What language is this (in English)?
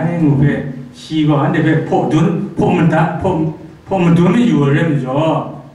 Kachin